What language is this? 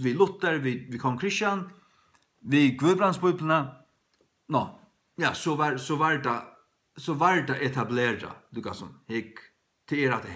Faroese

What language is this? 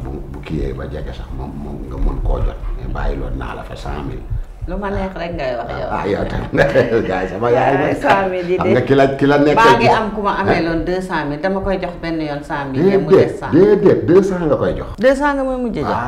Wolof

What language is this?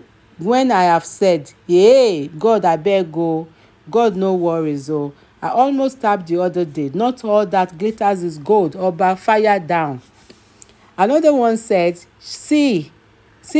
Nigerian Pidgin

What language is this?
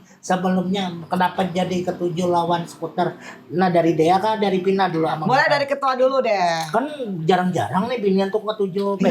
Banjar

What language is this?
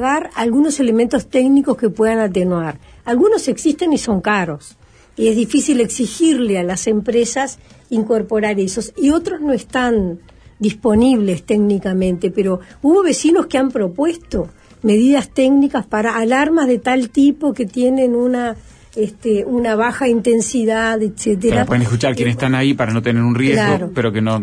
Spanish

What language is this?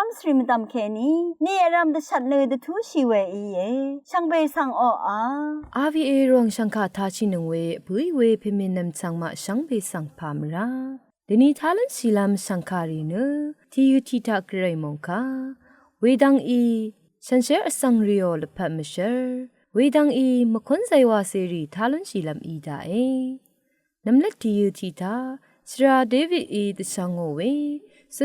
Rawang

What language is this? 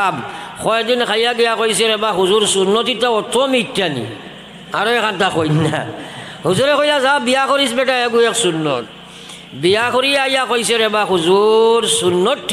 Sylheti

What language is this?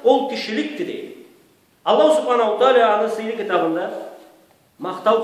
Karachay-Balkar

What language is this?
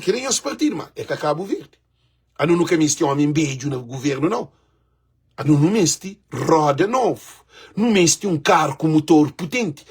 Kabuverdianu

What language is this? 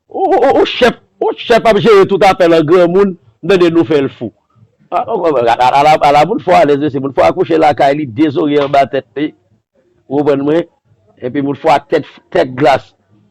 Haitian Creole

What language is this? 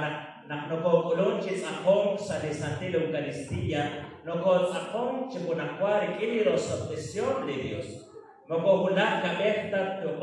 Kekchí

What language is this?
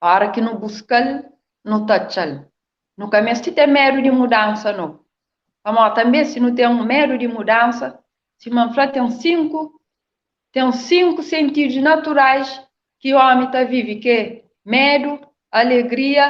Kabuverdianu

